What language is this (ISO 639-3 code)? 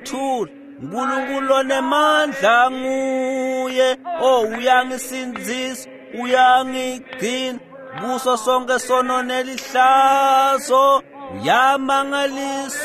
ssw